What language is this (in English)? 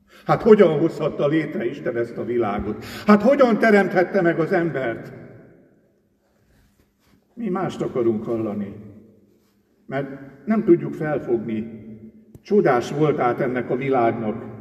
Hungarian